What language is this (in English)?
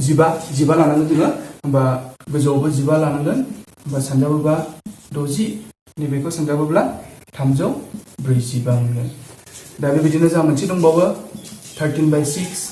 Bodo